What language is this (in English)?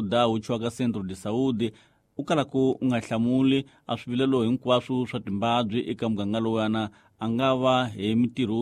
Tsonga